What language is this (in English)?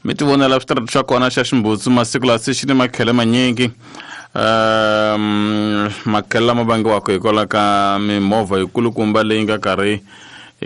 Tsonga